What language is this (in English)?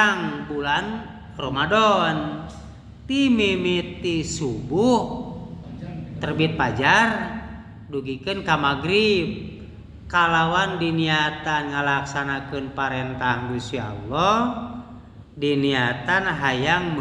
Sundanese